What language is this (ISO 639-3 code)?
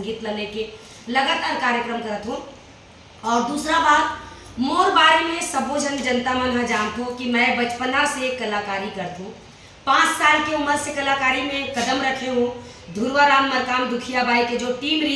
hne